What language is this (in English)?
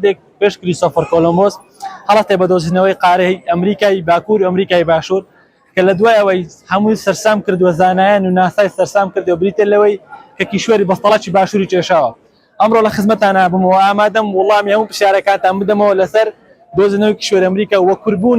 Central Kurdish